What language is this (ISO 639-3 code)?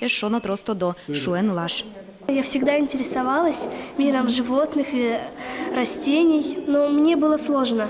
udm